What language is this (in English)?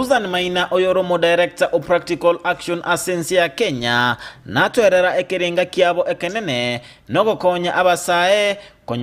Gusii